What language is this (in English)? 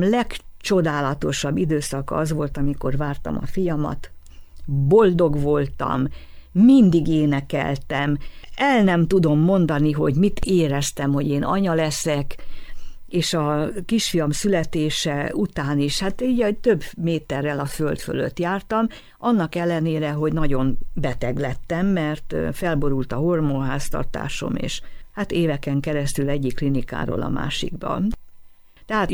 Hungarian